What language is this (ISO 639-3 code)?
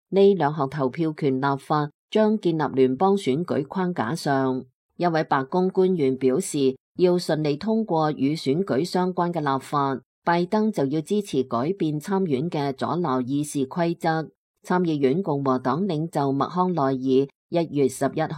yue